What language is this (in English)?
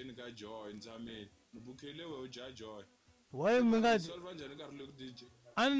Tsonga